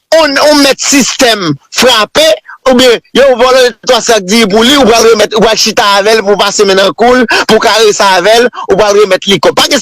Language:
Haitian Creole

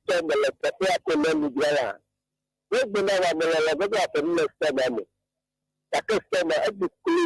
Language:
Ewe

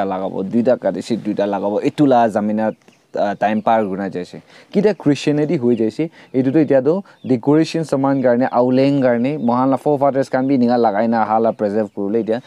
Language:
Naga Pidgin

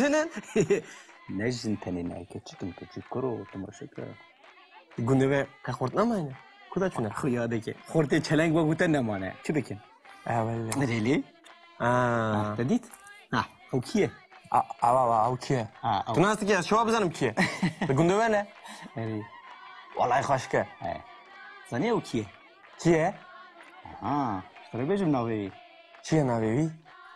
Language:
Kurdish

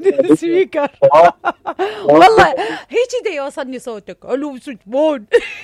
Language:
Mesopotamian Arabic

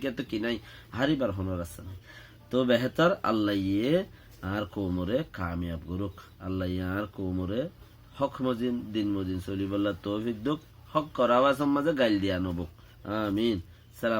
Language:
Rohingya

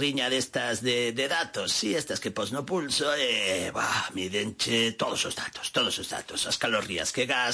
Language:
Galician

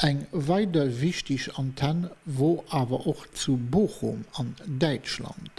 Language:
Luxembourgish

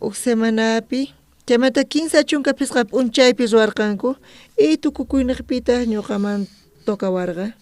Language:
South Bolivian Quechua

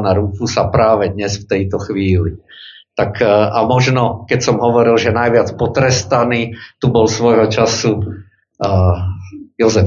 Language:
Slovak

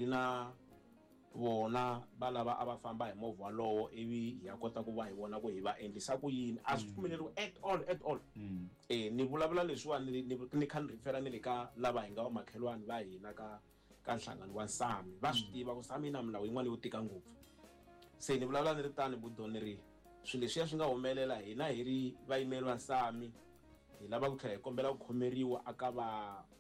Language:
Tsonga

